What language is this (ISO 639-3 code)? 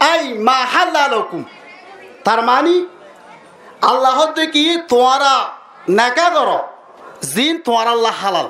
rhg